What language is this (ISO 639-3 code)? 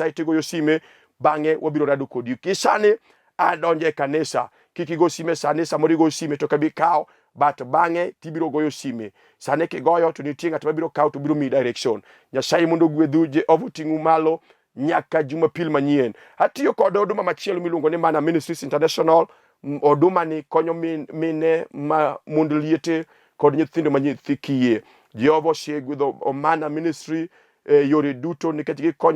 luo